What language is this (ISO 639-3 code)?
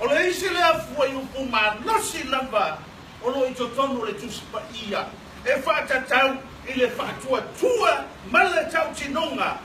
smo